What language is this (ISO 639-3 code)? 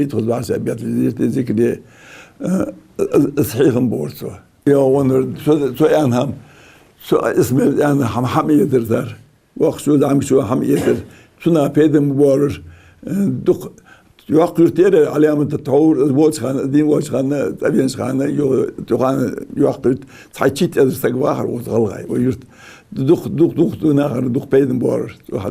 inh